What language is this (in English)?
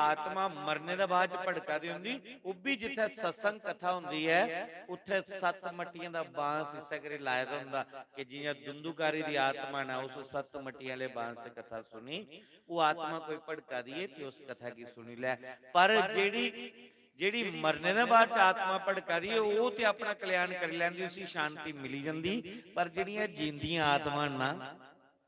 Dogri